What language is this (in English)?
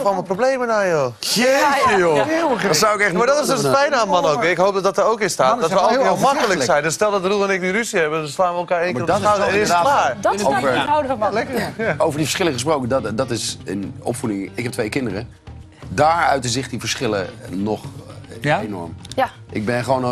Dutch